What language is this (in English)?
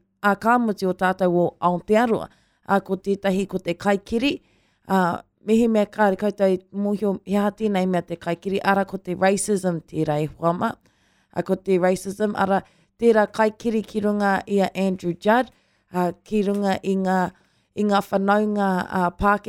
Māori